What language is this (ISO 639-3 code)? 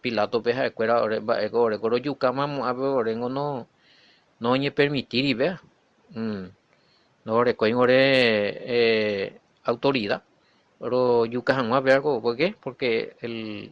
grn